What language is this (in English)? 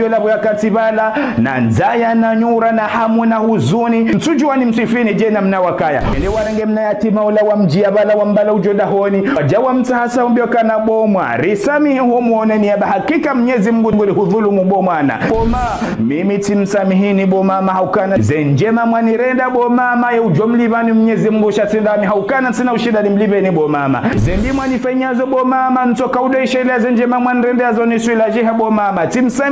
Ngazidja Comorian